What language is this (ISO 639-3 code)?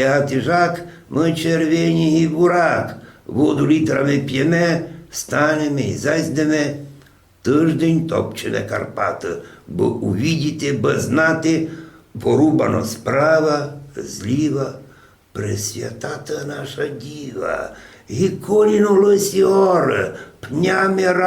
rue